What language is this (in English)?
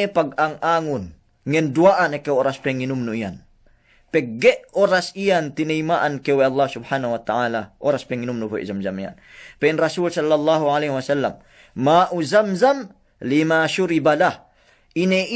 Yakan